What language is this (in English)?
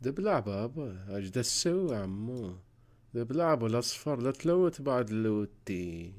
Mesopotamian Arabic